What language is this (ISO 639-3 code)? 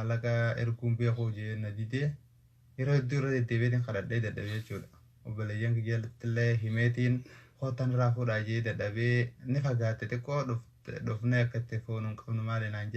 orm